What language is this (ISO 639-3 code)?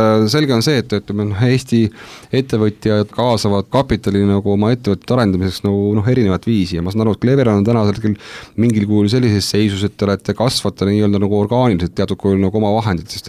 est